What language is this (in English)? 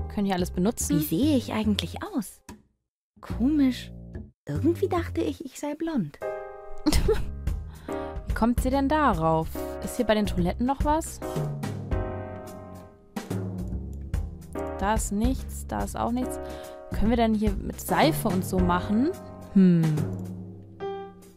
German